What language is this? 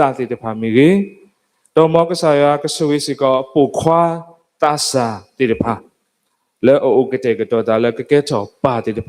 S'gaw Karen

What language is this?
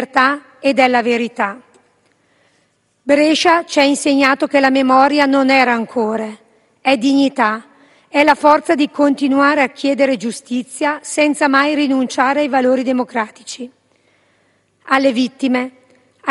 Italian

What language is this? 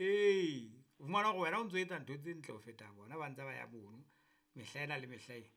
Southern Sotho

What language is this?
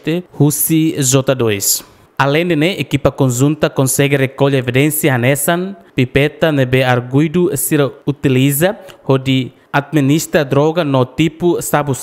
Tetum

